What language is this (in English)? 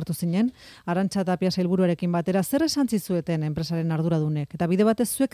Basque